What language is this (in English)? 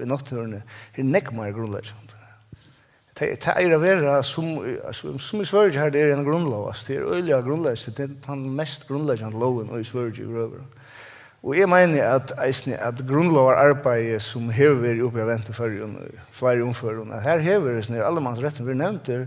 Faroese